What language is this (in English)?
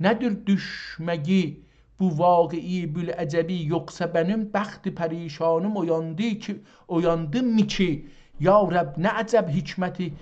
South Azerbaijani